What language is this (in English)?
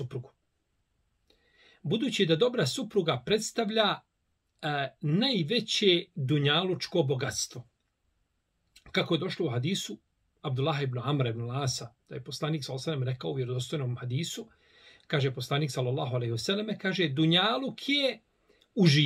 Bosnian